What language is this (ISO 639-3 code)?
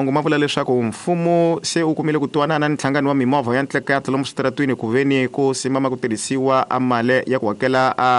tso